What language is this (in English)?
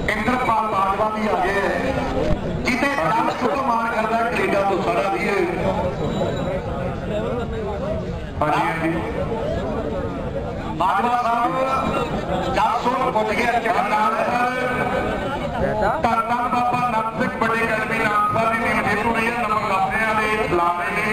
Punjabi